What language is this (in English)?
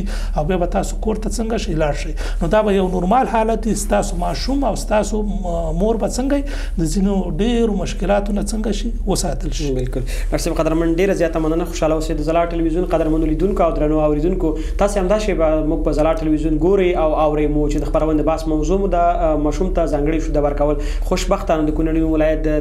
Pashto